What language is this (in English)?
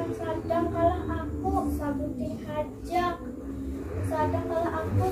Banjar